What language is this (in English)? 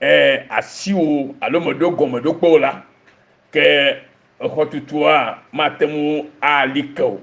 Ewe